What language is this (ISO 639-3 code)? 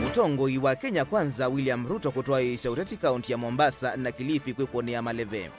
kam